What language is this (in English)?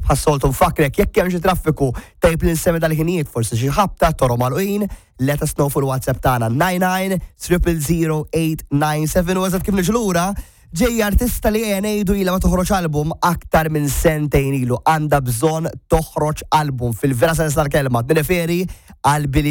Maltese